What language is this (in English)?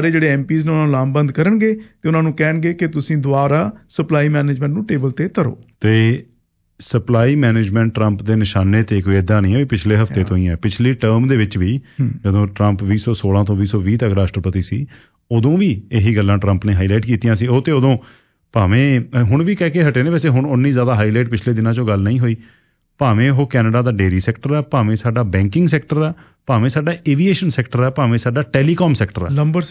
Punjabi